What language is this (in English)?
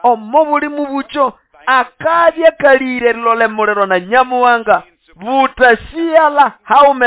Nande